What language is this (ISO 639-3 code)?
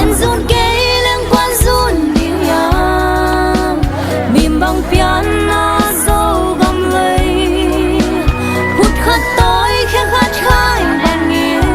ctd